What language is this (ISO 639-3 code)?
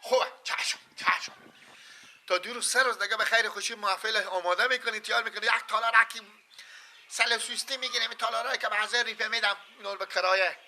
fas